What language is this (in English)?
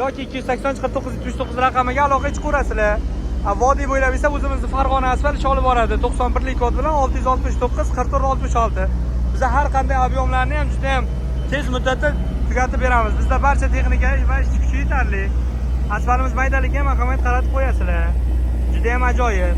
Uzbek